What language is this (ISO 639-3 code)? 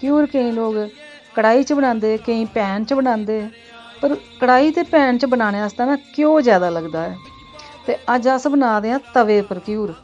doi